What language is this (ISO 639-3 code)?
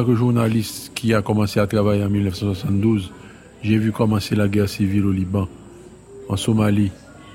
fra